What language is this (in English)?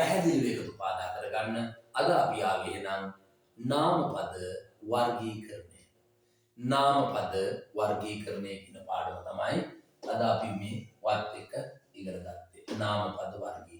Sinhala